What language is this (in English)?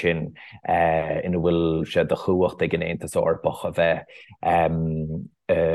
Irish